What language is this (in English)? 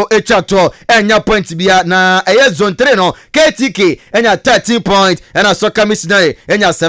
Akan